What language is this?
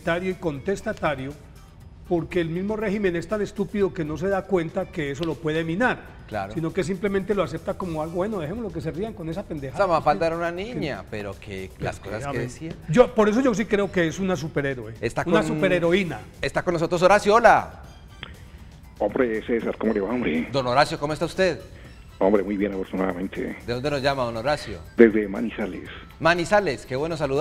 Spanish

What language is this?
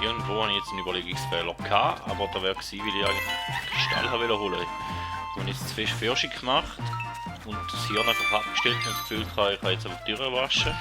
Swiss German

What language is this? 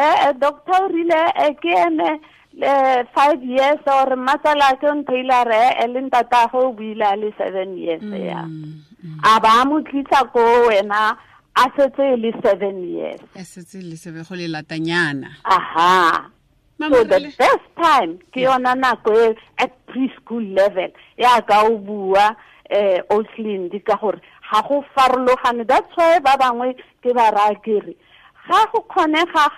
Tswana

